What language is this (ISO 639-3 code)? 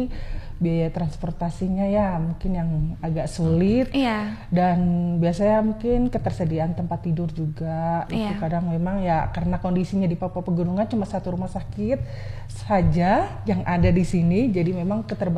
ind